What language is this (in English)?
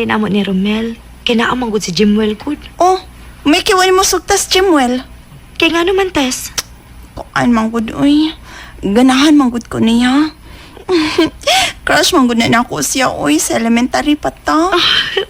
Cebuano